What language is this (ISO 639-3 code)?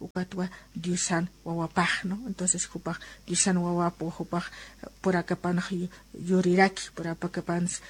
aym